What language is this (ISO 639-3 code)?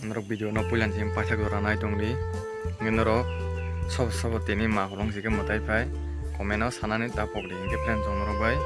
trp